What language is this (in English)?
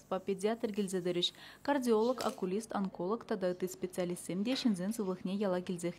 Chuvash